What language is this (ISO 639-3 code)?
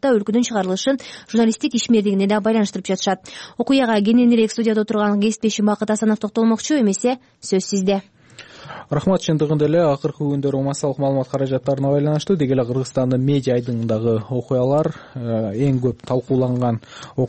kir